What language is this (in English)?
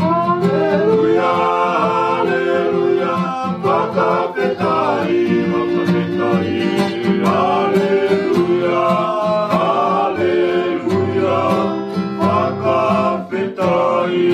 Tongan